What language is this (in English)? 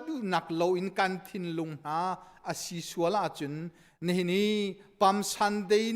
Hakha Chin